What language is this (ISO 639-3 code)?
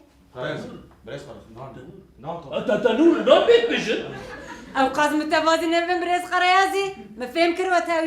kur